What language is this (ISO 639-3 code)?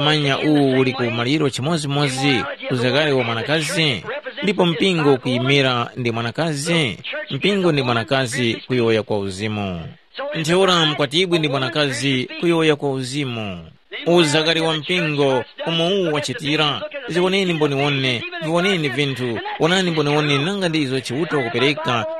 tum